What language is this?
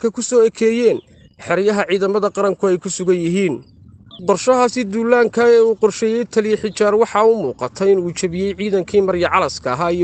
Somali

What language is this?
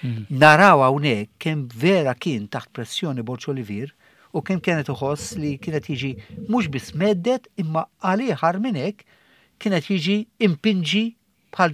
Maltese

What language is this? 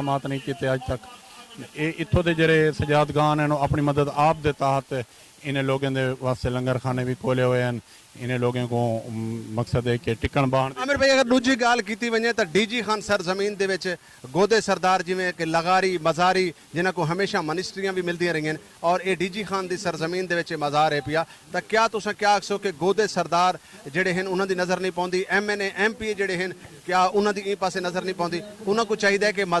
Saraiki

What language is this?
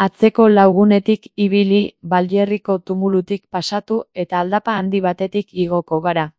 Basque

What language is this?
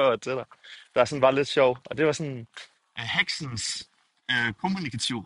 Danish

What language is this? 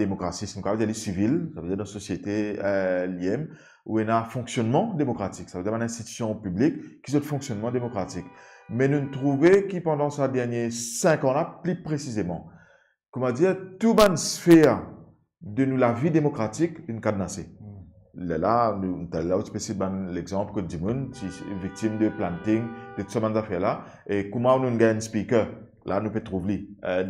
Morisyen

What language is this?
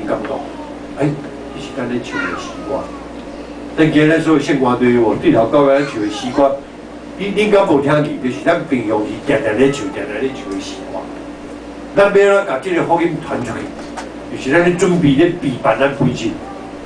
Min Nan Chinese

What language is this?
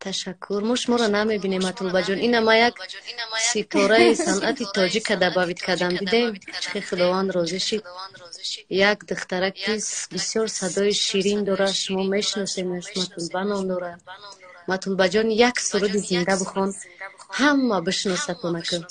Tajik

